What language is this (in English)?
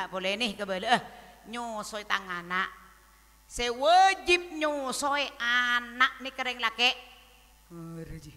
Madurese